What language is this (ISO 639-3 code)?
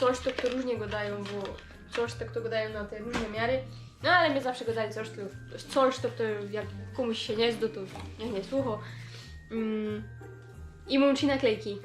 szl